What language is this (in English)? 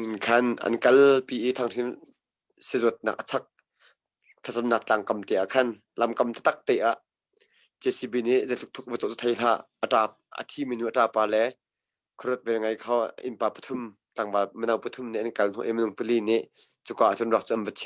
Hakha Chin